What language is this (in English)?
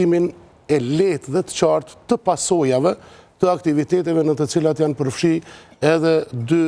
Albanian